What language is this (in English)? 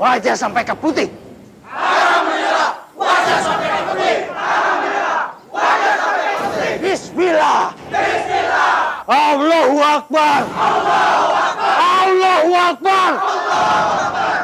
Banjar